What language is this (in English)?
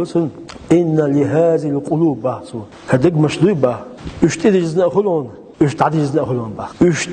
Chechen